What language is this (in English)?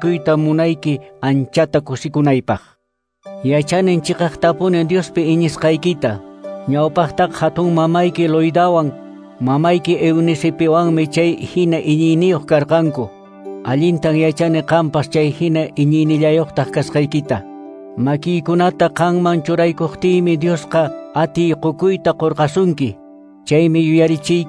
Quechua